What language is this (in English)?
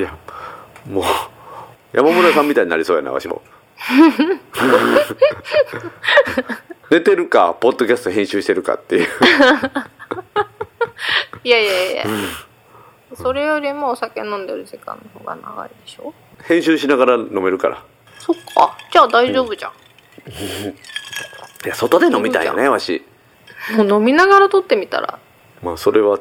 Japanese